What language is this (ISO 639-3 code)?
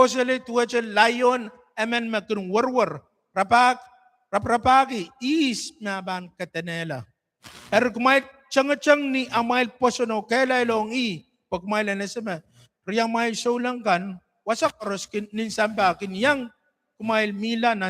pon